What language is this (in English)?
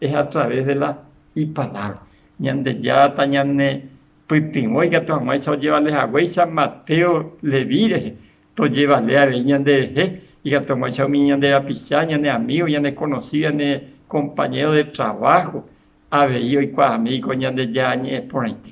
Guarani